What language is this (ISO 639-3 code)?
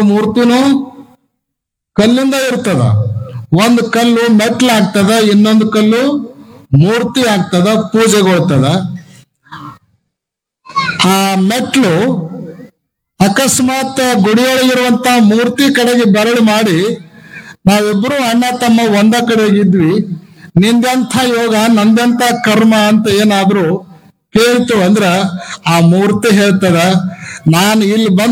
kan